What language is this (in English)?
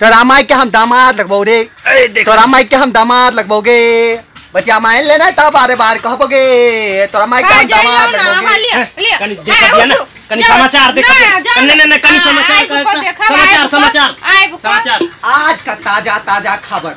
Maithili